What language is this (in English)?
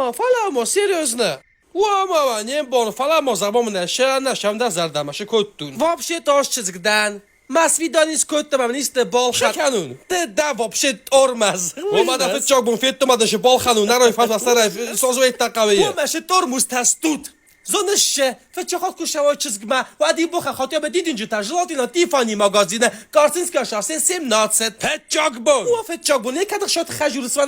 Ossetic